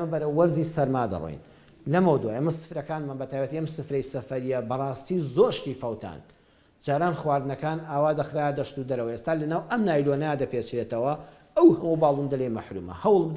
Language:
Central Kurdish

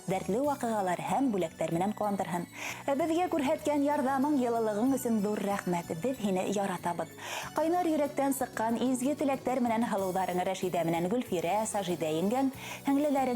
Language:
Bashkir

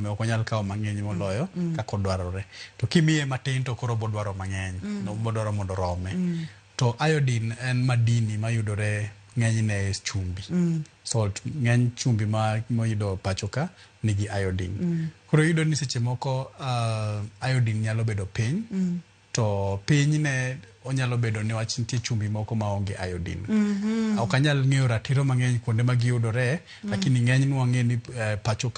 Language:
Luo (Kenya and Tanzania)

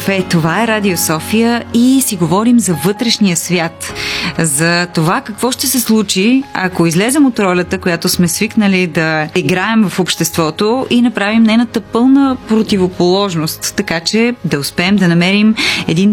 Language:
Bulgarian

